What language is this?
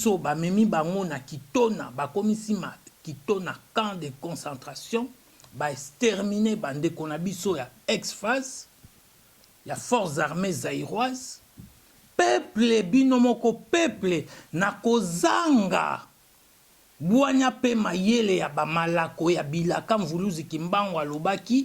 Lingala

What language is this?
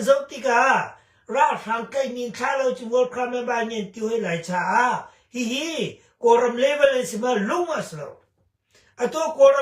Hakha Chin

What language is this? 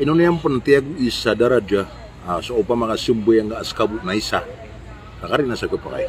Maranao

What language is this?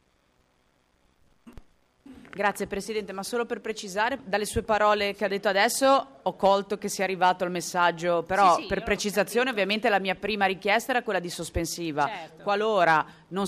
Italian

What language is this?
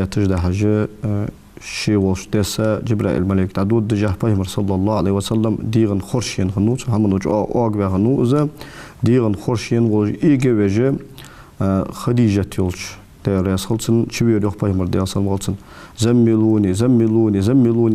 Ingush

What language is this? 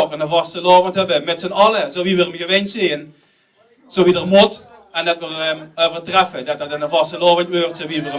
Limburgish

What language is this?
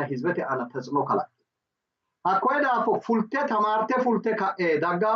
Sidamo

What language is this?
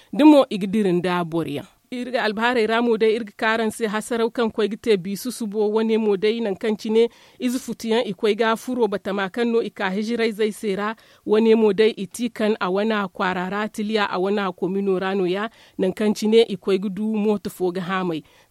Zarma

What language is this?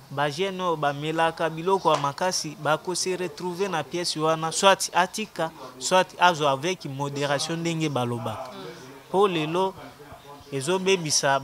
Lingala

